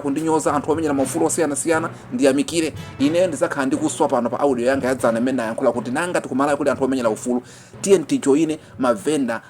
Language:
Nyanja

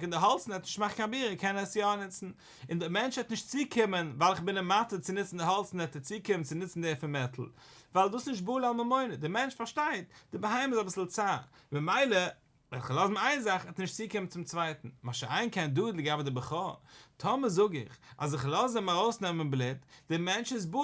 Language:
Yiddish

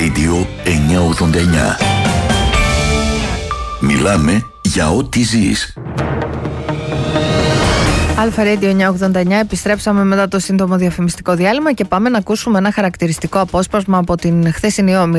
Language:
Greek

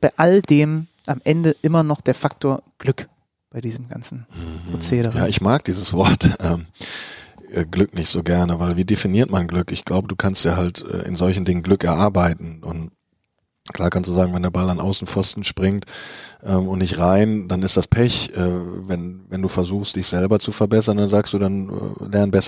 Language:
German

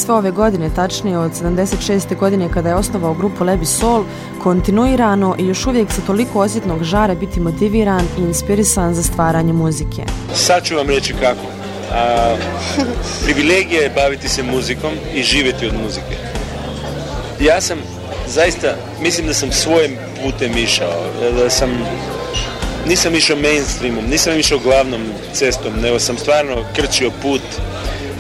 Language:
Bosnian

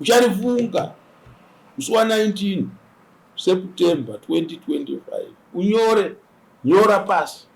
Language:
Shona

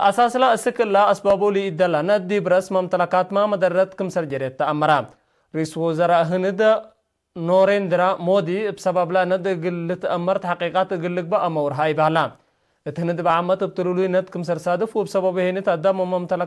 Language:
Tigre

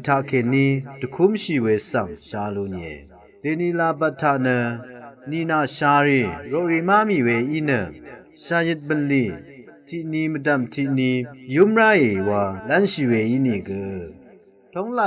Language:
Rawang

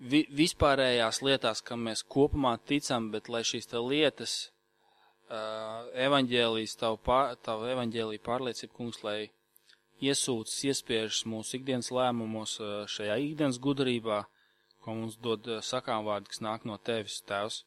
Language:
Latvian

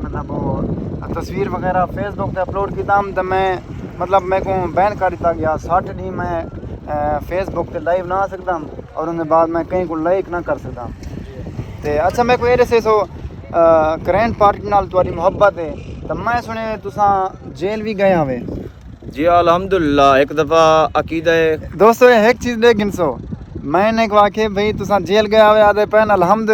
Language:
Saraiki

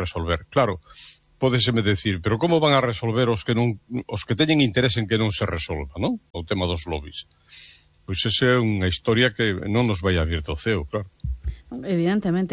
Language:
Galician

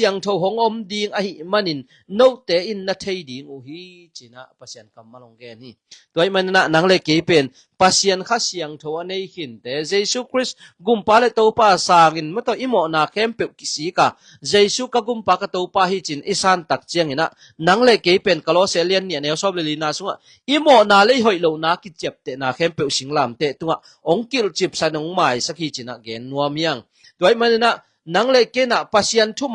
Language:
Tedim Chin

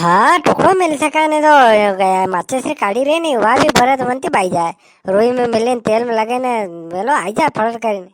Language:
Rajasthani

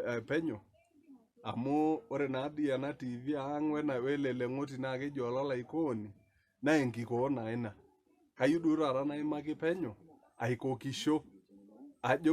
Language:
Masai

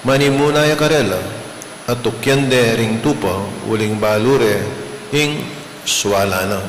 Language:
Pampanga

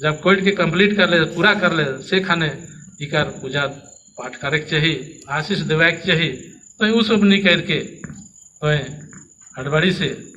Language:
Sadri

